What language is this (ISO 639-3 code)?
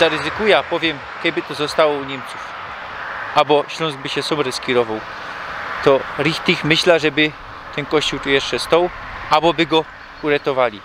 szl